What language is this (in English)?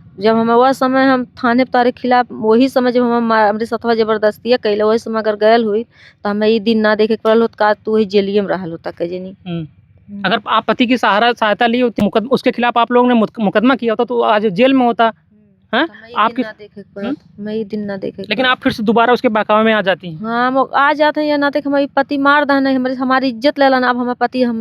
Bhojpuri